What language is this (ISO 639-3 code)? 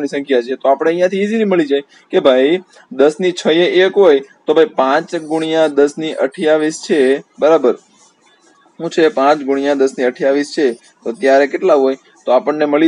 guj